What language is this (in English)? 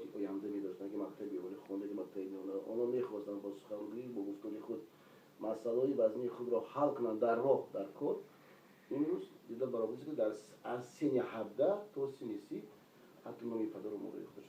Tajik